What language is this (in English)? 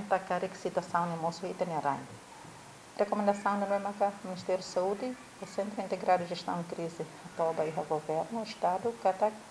Tetum